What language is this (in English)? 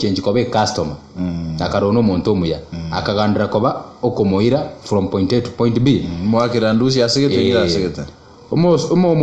Gusii